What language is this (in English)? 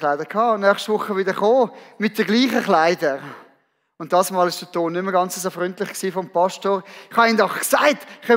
Swiss German